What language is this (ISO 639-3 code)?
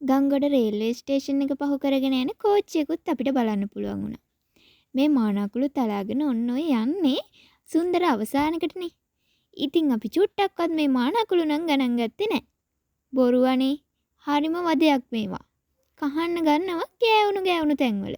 sin